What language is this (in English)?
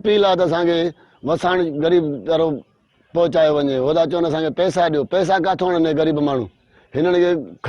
Sindhi